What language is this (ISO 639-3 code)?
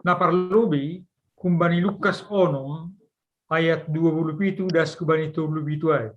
bts